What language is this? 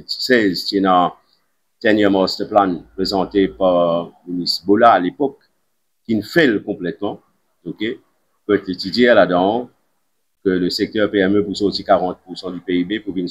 Morisyen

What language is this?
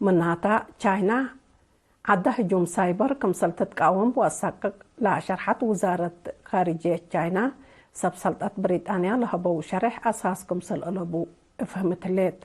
Tigre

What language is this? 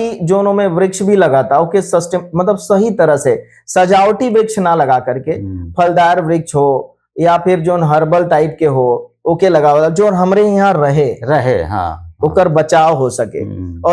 Bhojpuri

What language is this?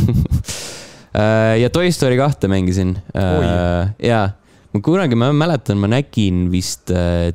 Estonian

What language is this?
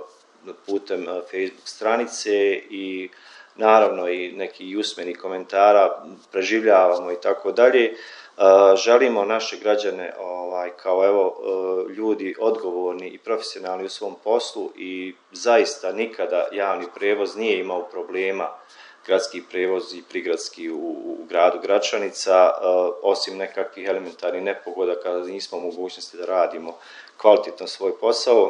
Croatian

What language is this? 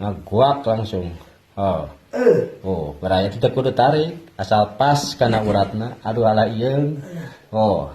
Sundanese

